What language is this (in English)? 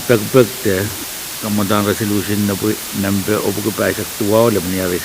Pohnpeian